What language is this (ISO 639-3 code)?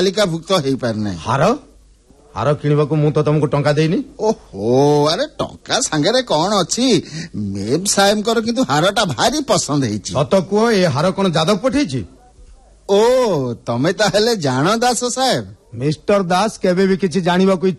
ori